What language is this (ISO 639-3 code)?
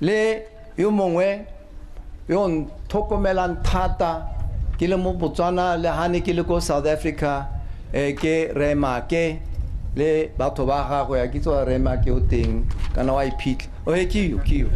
tsn